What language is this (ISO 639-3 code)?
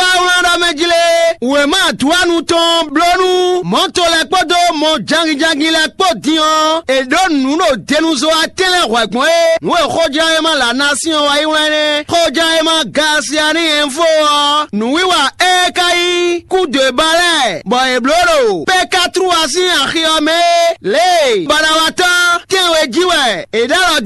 fon